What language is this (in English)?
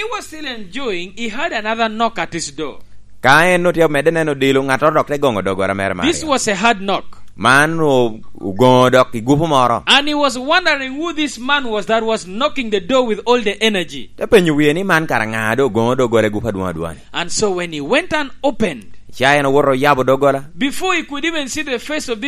Lango (Uganda)